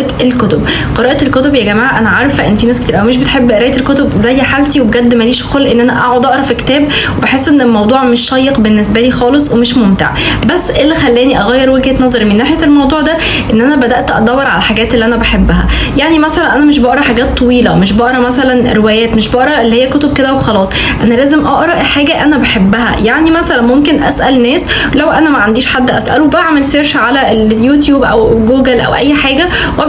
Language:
Egyptian Arabic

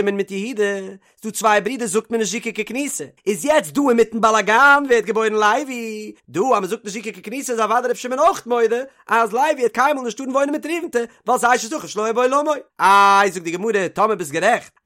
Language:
Yiddish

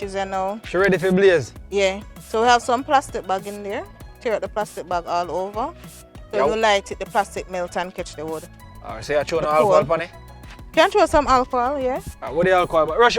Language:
Jamaican Creole English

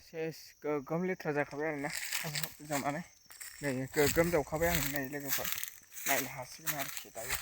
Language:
Bodo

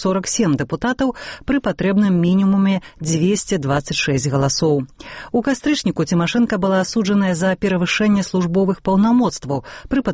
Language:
Belarusian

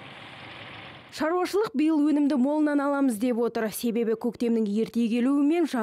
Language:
Kazakh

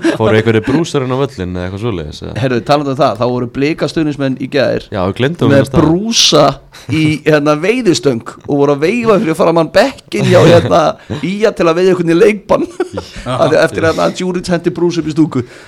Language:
Icelandic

